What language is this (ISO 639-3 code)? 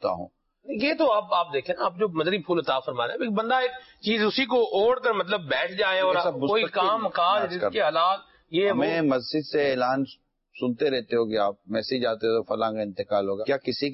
urd